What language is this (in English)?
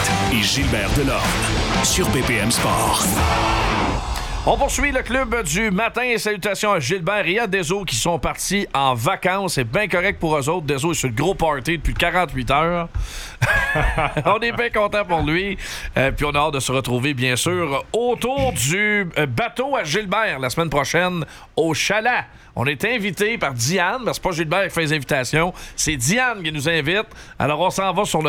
French